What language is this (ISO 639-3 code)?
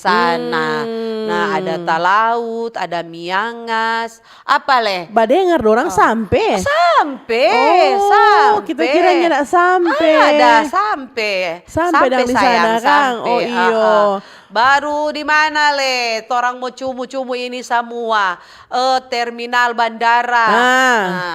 xmm